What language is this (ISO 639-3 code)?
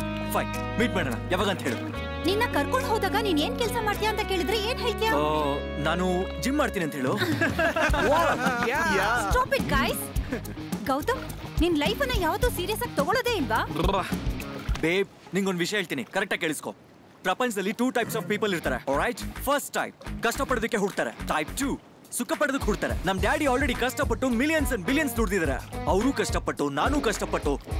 kan